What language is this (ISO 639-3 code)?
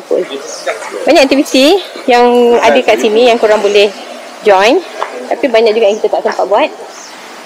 msa